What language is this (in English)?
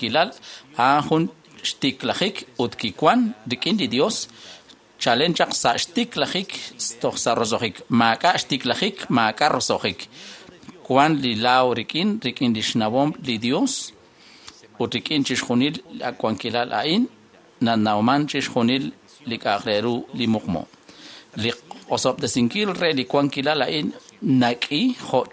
Kekchí